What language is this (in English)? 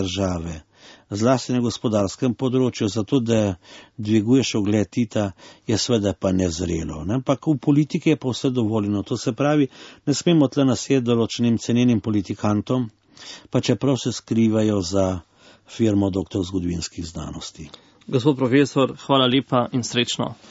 Slovenian